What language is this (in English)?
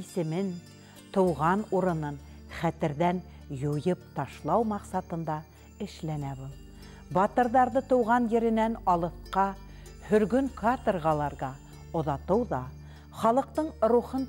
Bashkir